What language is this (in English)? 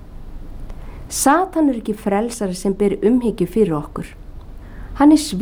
Icelandic